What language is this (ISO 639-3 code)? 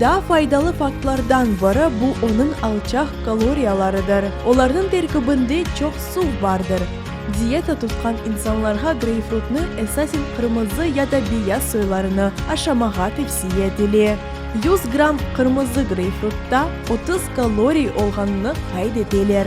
crh